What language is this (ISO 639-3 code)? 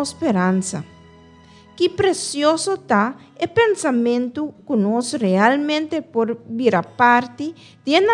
pap